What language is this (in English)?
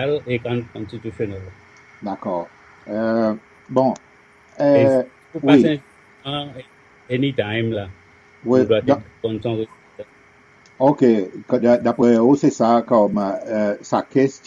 Seselwa Creole French